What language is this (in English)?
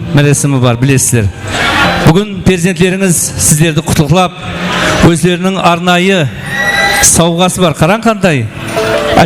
Kara-Kalpak